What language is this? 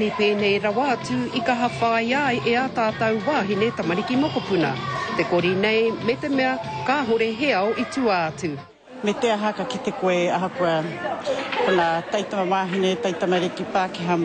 Māori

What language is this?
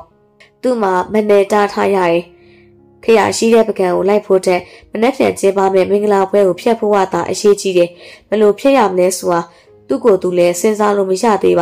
Burmese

